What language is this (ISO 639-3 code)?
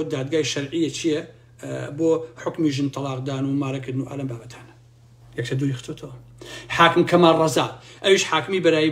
ckb